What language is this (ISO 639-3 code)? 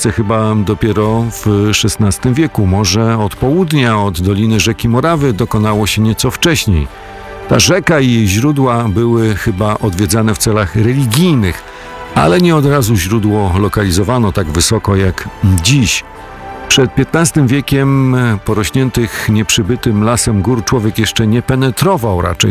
pol